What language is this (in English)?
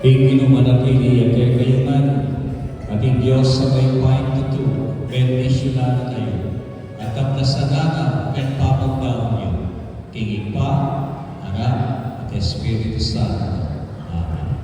Pampanga